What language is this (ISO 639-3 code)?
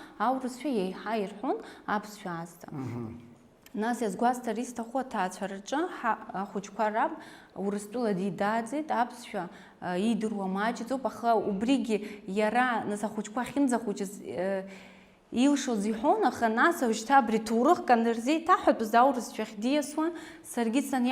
abk